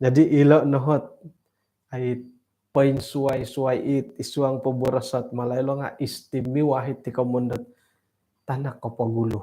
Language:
Central Dusun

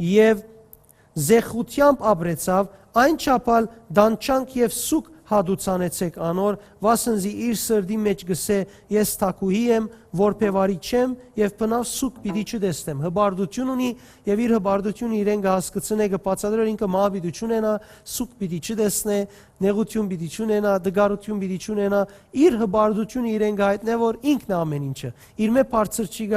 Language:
Western Armenian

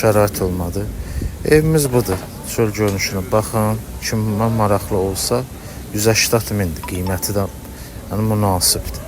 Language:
Azerbaijani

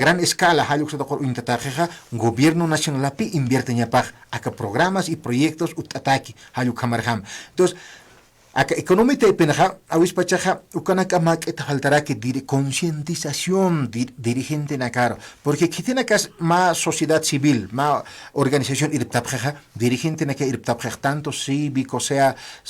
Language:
Aymara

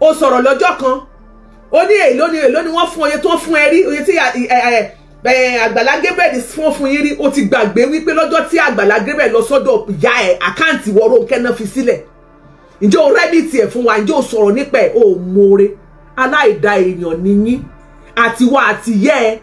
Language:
Yoruba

